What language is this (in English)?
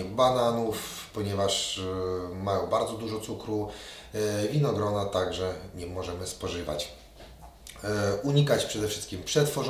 Polish